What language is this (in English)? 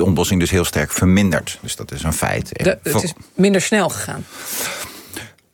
Dutch